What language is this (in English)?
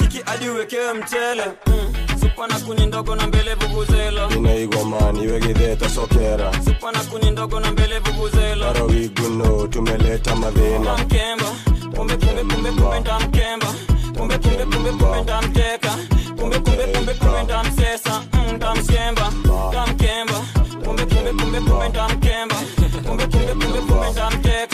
Swahili